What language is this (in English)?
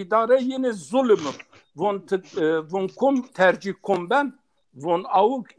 Zaza